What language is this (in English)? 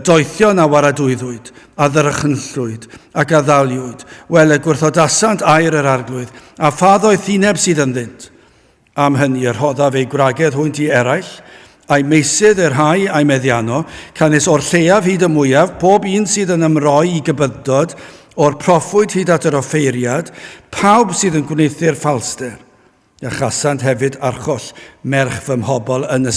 Welsh